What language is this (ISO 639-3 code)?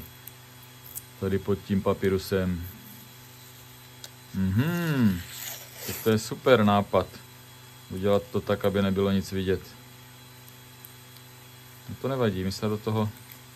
ces